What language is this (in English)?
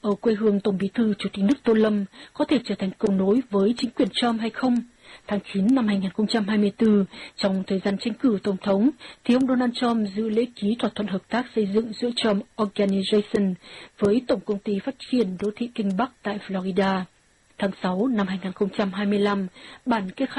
Vietnamese